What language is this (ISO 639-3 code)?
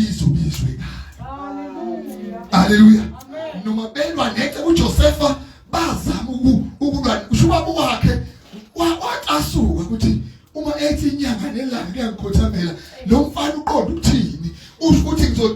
zul